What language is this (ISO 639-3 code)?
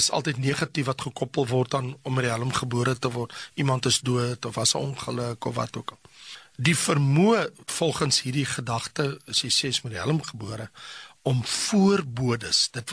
afr